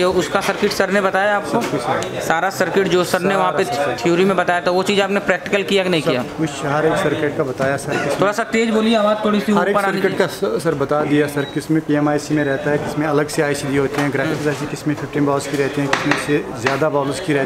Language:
Hindi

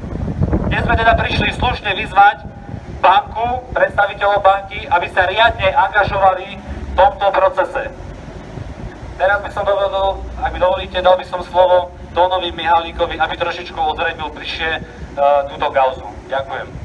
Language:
Slovak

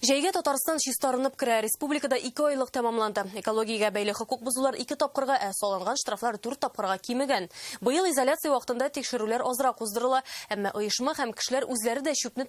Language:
Tatar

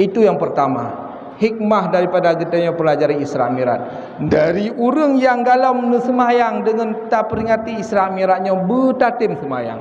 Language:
Achinese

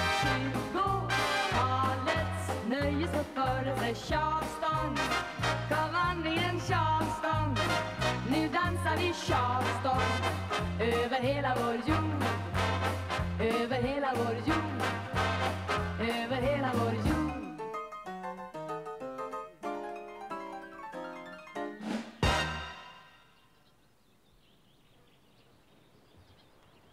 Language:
Swedish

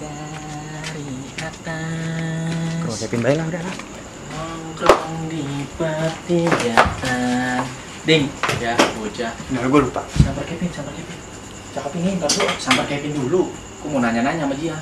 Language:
Betawi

